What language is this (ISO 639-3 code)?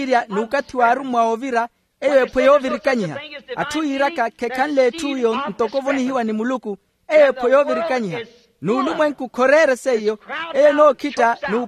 vmw